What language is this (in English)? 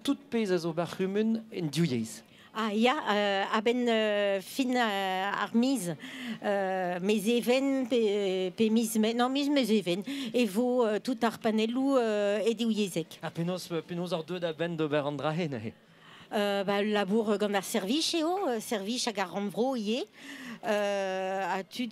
Breton